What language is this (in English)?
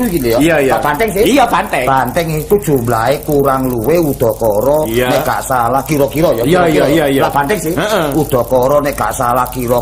Javanese